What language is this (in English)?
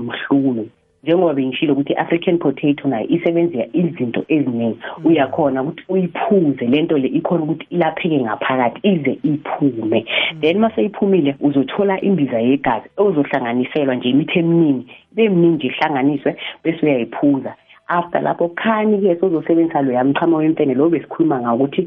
South Ndebele